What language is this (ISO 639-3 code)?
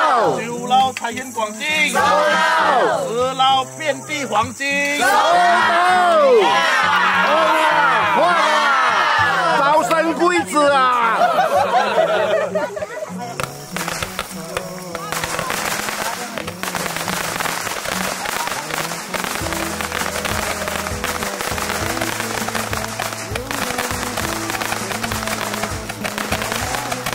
zho